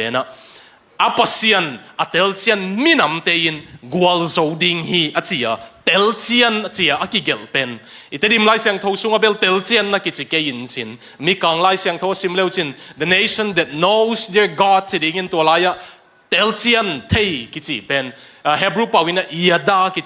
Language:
Tedim Chin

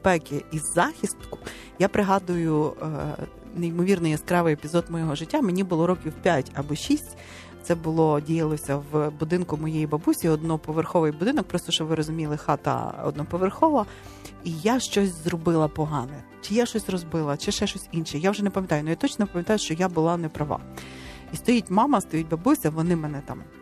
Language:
Ukrainian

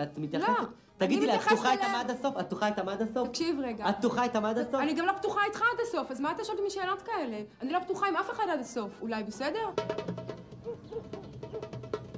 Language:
Hebrew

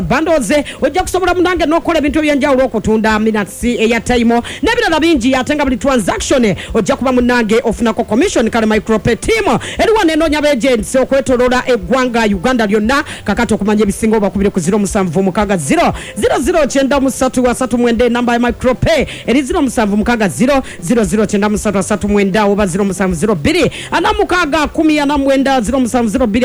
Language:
Ganda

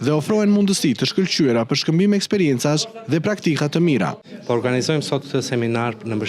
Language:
Albanian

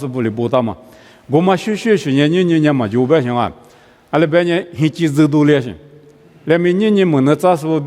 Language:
Lisu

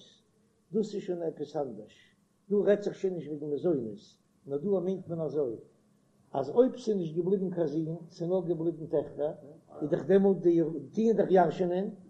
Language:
Yiddish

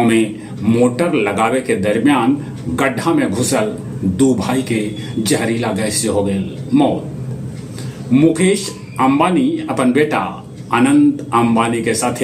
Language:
Magahi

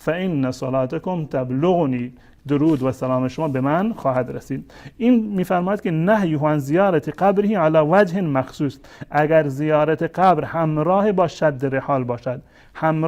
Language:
Persian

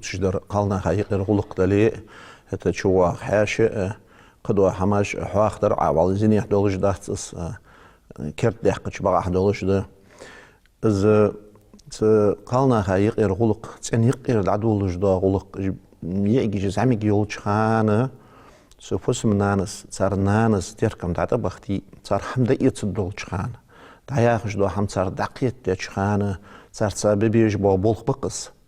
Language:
Ingush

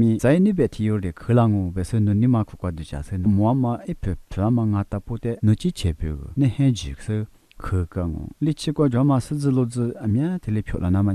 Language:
Lisu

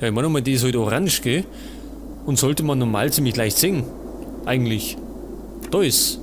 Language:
Bavarian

